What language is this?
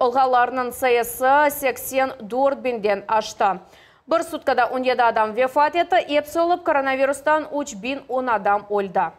Crimean Tatar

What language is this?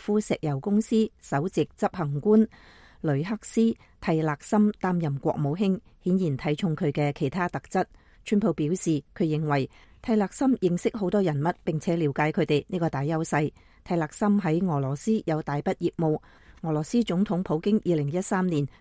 Cantonese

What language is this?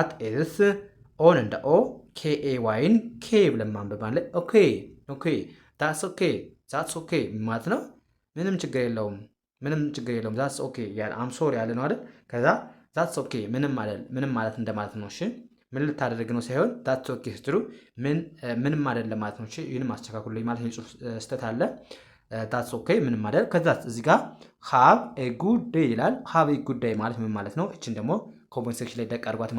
Amharic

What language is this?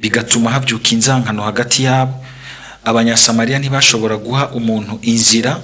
Rundi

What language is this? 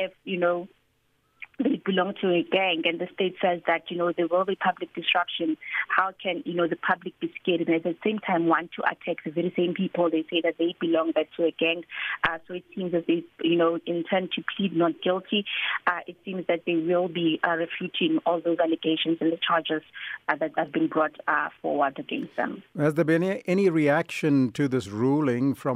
English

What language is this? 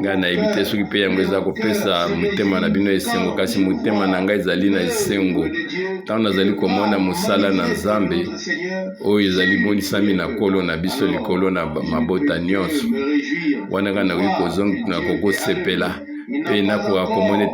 Lingala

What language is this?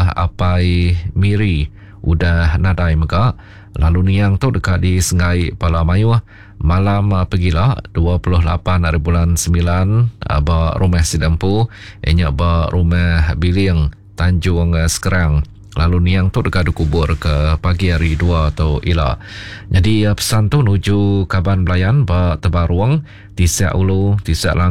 Iban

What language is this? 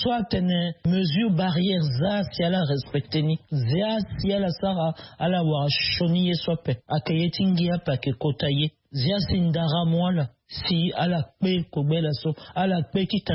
Sango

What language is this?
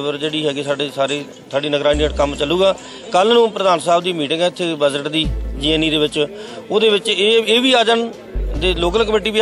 Punjabi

